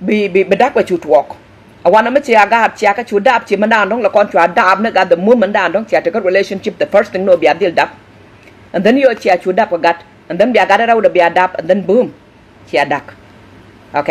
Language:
Nuer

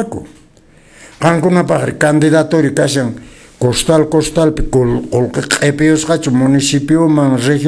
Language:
Quechua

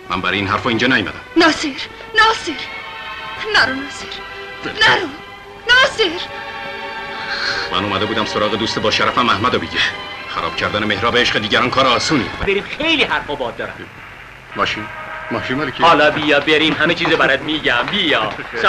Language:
Persian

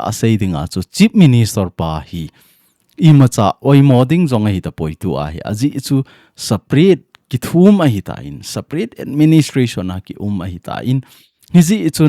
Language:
Thado Chin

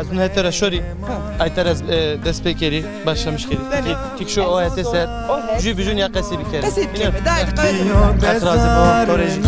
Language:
Zaza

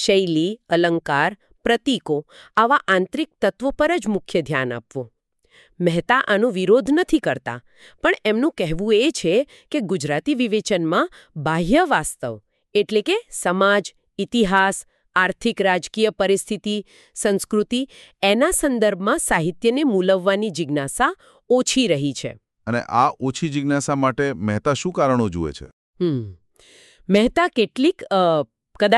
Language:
Gujarati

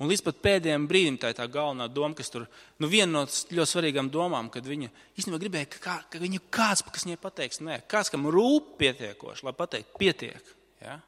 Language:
Latvian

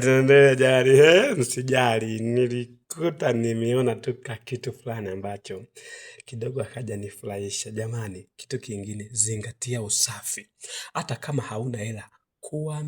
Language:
Swahili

